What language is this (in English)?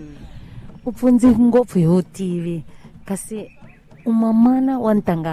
Tsonga